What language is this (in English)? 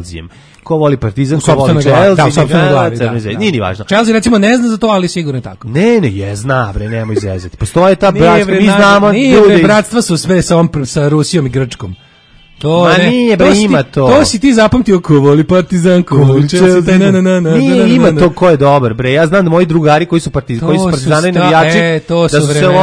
Serbian